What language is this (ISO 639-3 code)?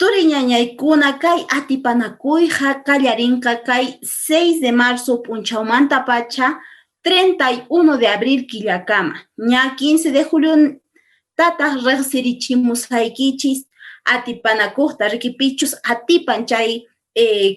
que